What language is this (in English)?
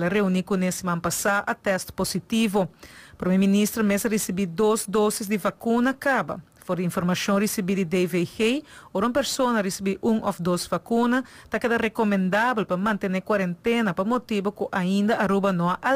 Papiamento